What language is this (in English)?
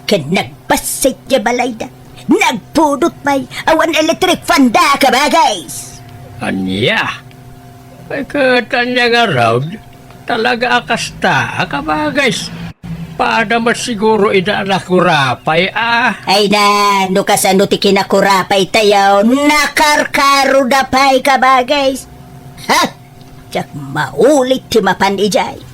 Iloko